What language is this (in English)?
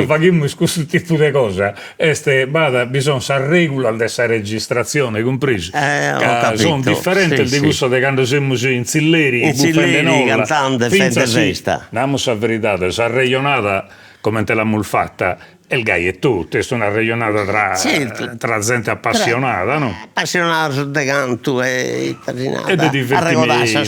Sardinian